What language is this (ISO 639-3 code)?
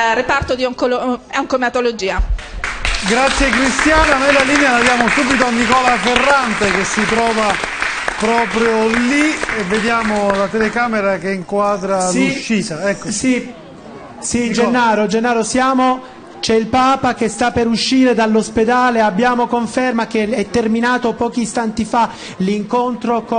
ita